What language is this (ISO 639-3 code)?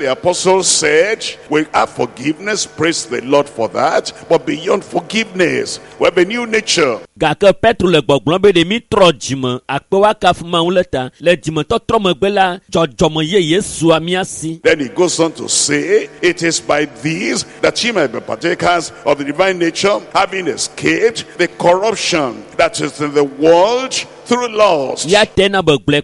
ewe